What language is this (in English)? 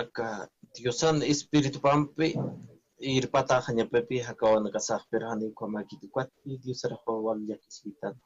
Aymara